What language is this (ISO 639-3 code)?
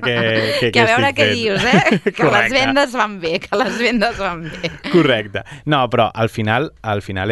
cat